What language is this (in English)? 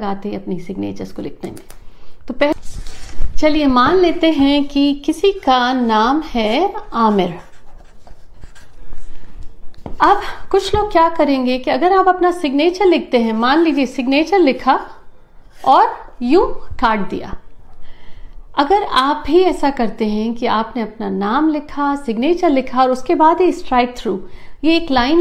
Hindi